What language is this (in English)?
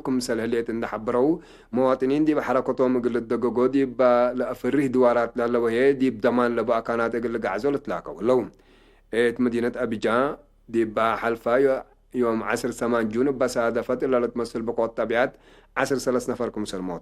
Tigre